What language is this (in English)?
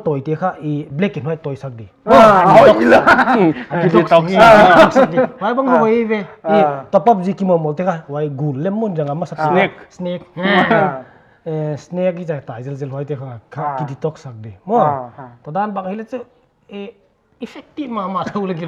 Paite Chin